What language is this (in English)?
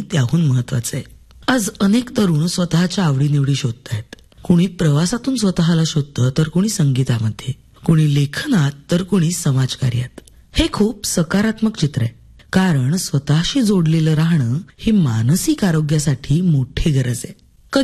Marathi